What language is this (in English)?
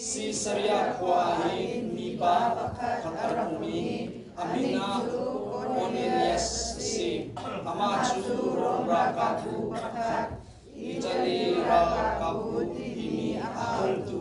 Hakha Chin